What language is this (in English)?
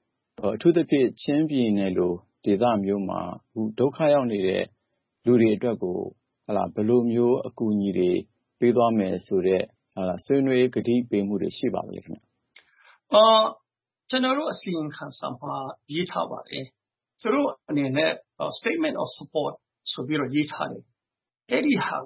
Burmese